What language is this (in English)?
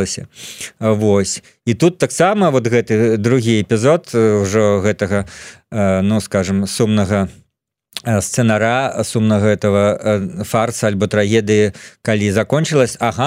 Belarusian